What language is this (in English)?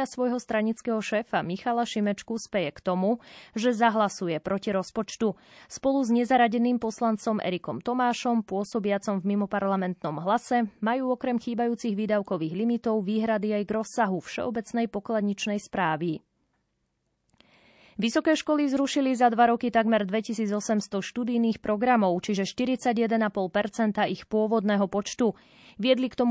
Slovak